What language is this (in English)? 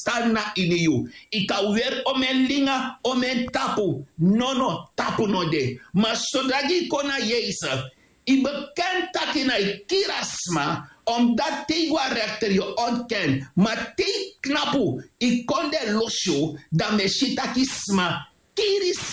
Sranan Tongo